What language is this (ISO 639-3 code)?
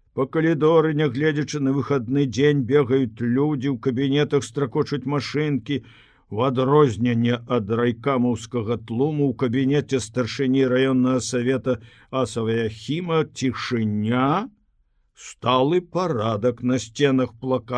bel